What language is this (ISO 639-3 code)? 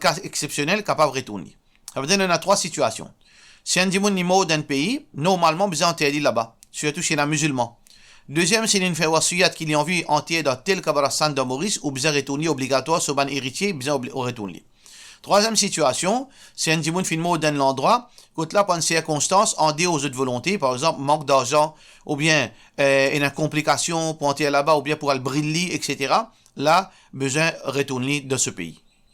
mfe